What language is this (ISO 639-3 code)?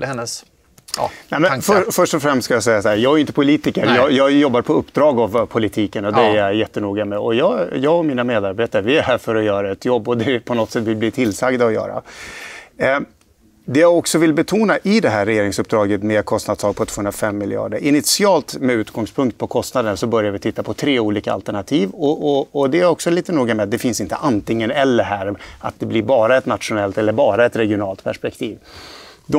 swe